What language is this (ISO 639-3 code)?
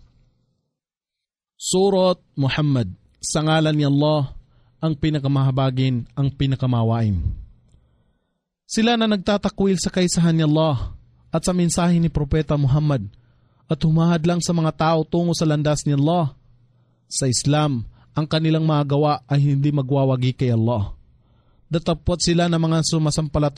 fil